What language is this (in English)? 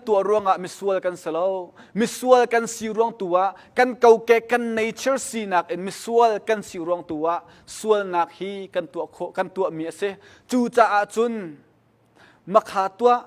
Hakha Chin